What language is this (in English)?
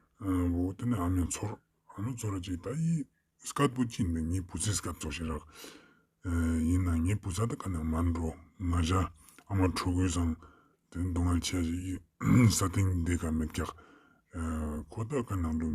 Ladakhi